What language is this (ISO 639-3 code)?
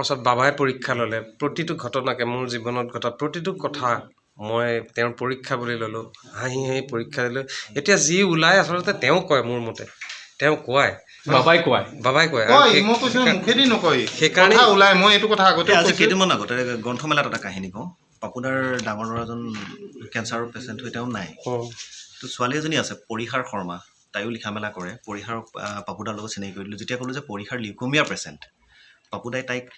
asm